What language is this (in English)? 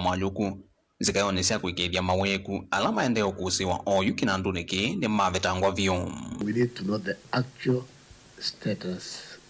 Kamba